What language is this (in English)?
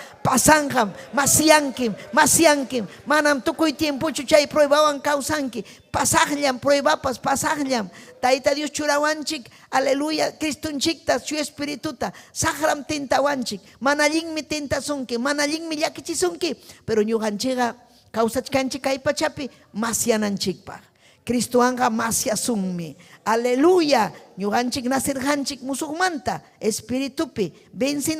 Ayacucho Quechua